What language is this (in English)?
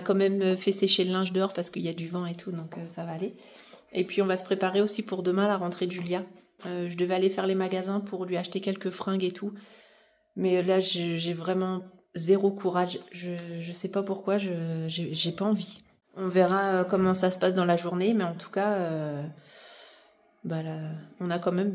French